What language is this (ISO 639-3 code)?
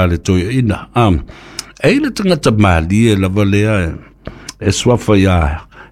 smo